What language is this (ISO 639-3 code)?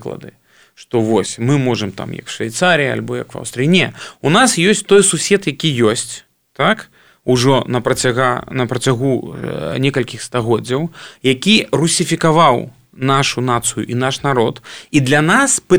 bel